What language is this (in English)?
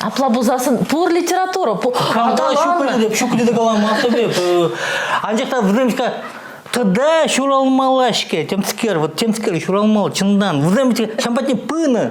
Chuvash